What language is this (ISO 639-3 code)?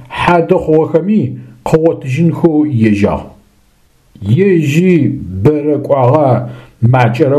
ady